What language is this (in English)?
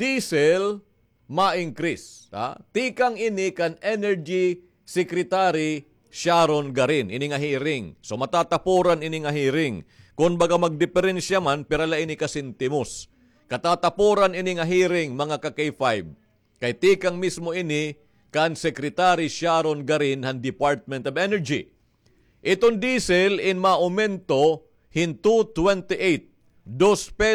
Waray